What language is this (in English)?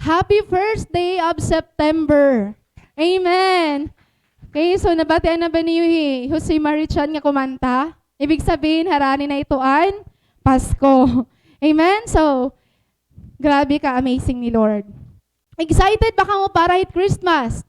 Waray